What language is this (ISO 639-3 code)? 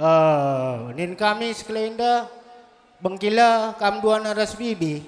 btx